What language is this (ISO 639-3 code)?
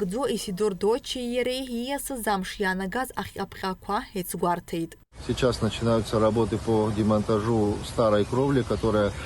abk